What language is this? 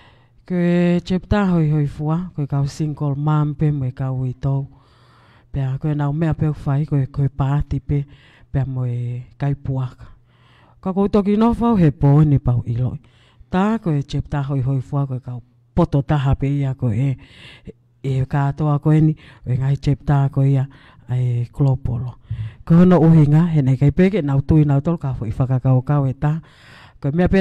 Tongan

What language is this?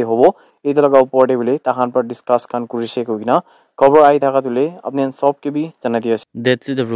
Naga Pidgin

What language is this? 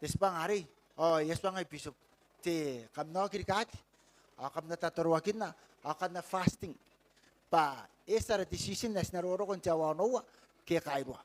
Gilbertese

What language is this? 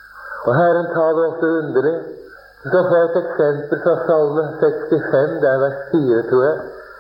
Norwegian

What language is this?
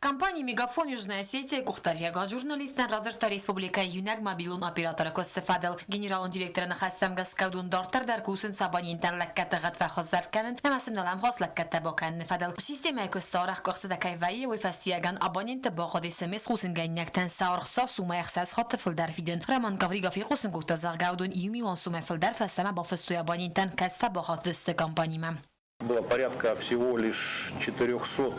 Ossetic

